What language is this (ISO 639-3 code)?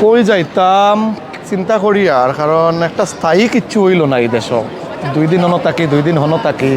syl